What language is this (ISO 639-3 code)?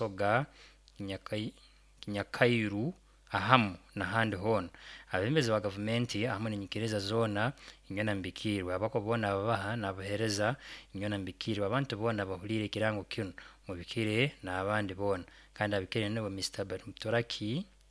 nyo